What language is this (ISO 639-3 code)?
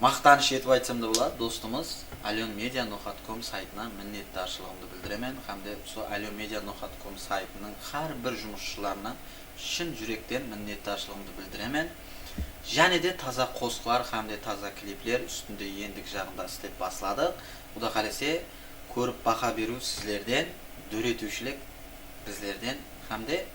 kaa